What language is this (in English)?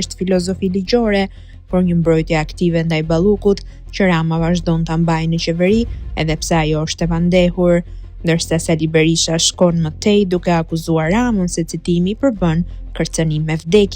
Albanian